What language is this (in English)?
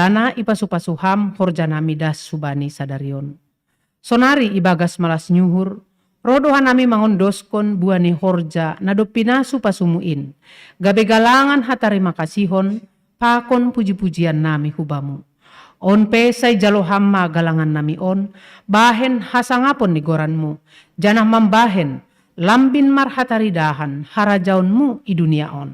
Batak Simalungun